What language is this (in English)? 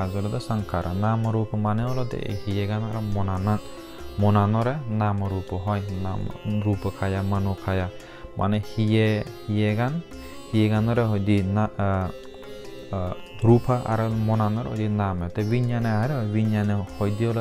Chakma